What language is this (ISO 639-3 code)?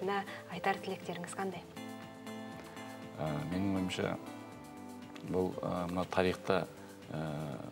kaz